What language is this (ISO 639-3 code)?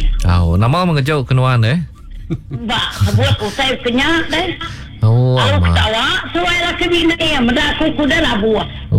iba